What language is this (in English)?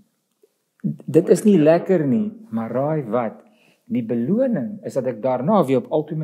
Afrikaans